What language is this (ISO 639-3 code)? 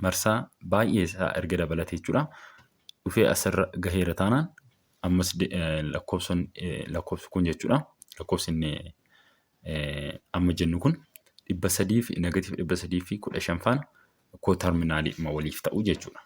orm